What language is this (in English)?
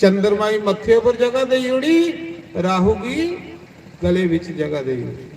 Dogri